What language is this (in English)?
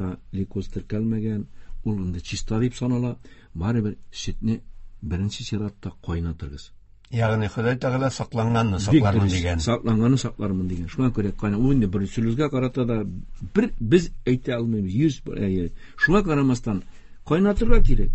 Tatar